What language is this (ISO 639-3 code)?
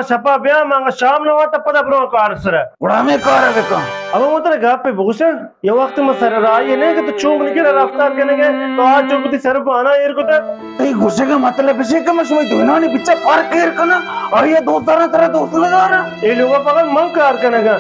bal